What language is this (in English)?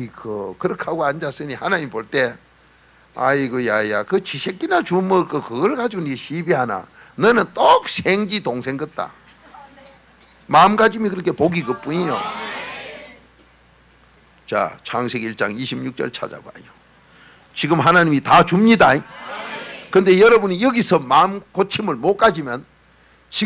Korean